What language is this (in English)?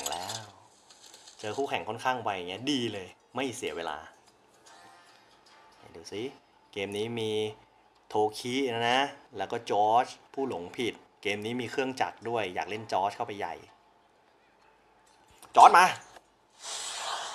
Thai